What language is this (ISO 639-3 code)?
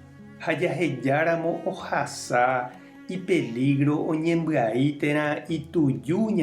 grn